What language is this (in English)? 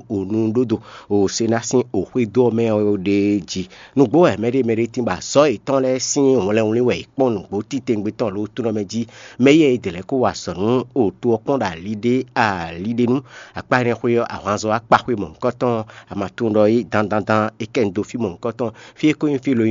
Fon